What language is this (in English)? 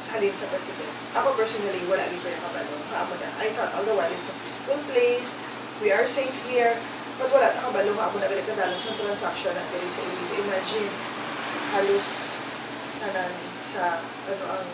Hiligaynon